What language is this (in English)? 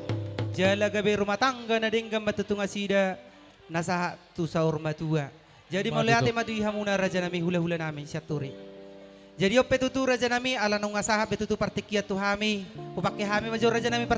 Batak Toba